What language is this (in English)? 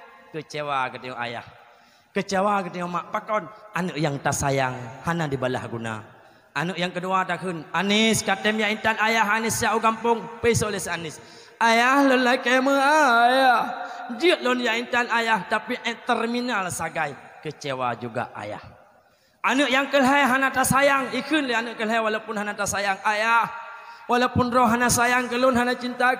Achinese